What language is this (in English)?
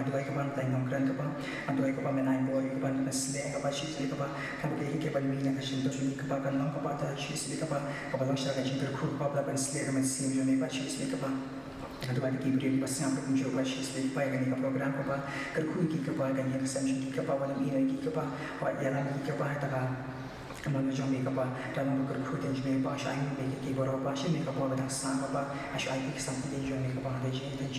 Khasi